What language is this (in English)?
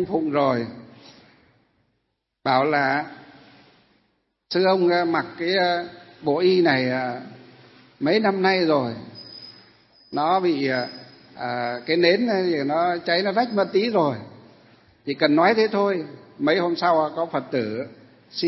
Vietnamese